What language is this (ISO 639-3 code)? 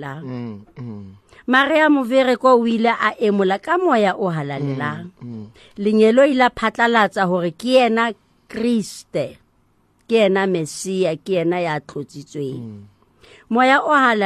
sot